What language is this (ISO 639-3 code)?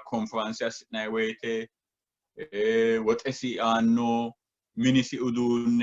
sid